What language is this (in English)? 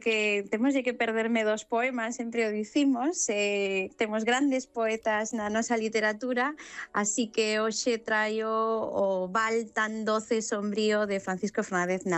Galician